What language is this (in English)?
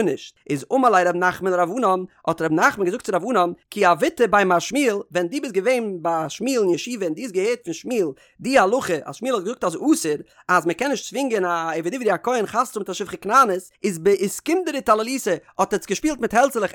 Yiddish